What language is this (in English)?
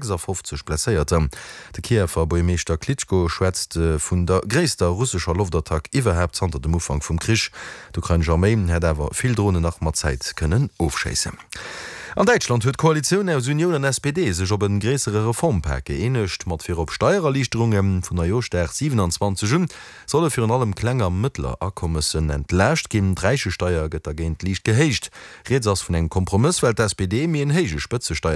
Luxembourgish